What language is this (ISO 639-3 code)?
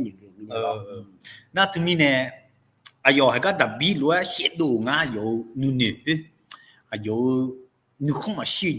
ahk